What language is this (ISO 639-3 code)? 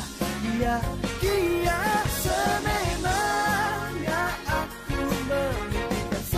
msa